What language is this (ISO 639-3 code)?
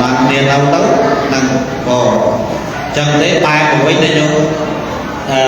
khm